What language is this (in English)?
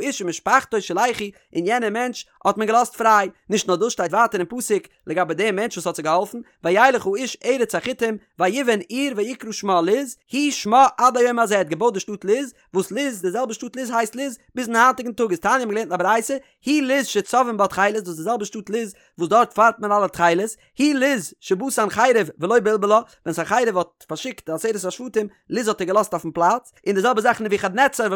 Yiddish